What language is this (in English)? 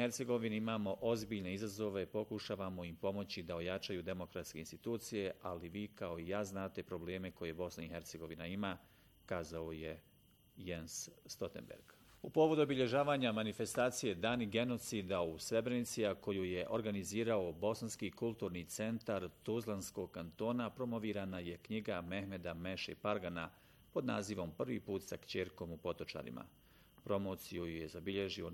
Bosnian